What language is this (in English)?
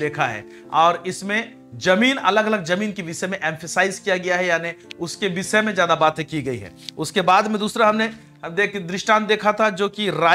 Hindi